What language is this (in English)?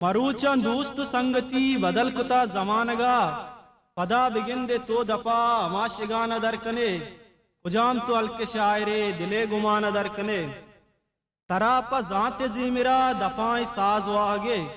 Eastern Balochi